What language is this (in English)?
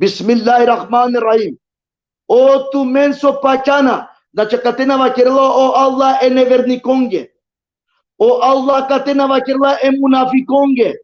Balkan Romani